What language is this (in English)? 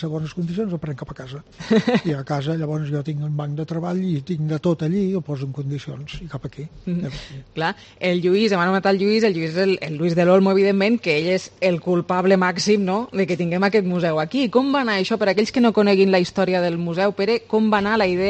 Catalan